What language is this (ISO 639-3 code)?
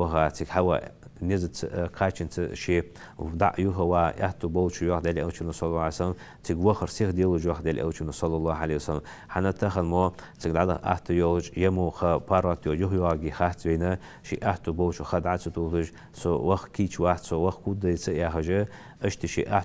inh